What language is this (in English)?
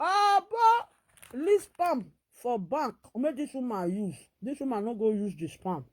Nigerian Pidgin